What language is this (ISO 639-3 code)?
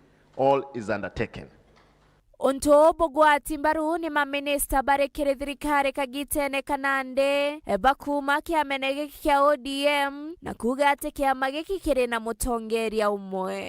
mer